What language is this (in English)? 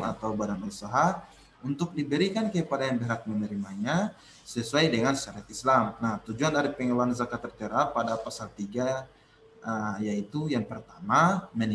Indonesian